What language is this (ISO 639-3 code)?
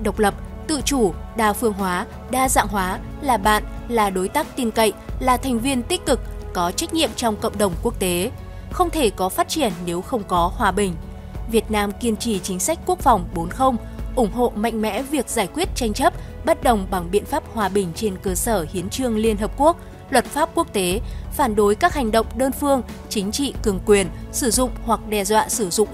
vie